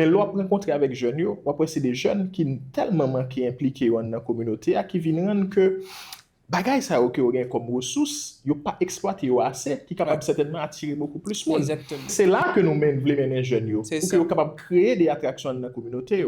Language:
Haitian Creole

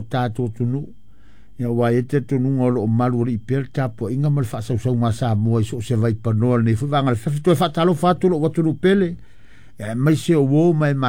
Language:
Samoan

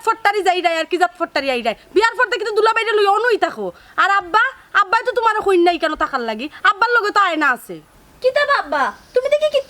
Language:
Sylheti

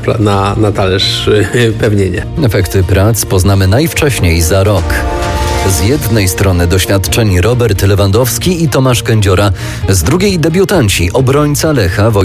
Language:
Polish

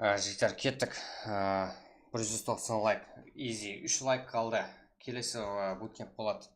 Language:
Kara-Kalpak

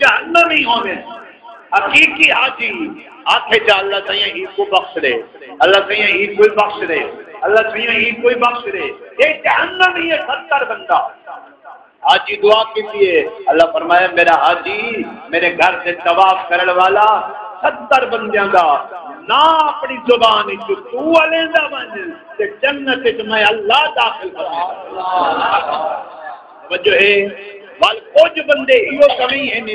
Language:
Saraiki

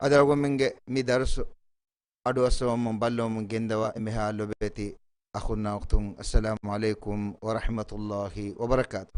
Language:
Divehi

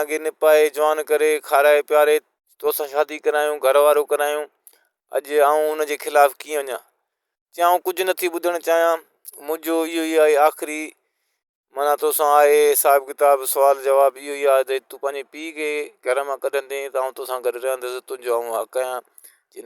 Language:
Sindhi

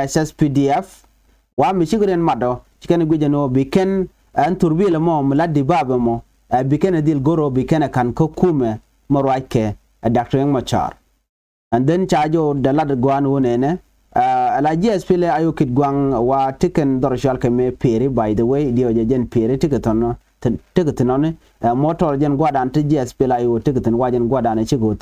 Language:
Nuer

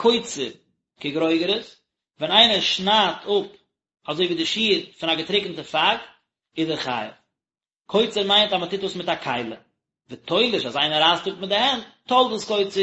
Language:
Yiddish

